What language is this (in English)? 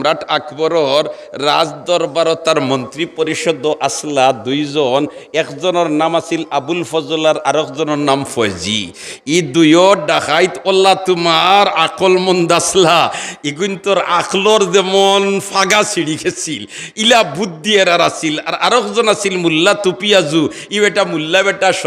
Sylheti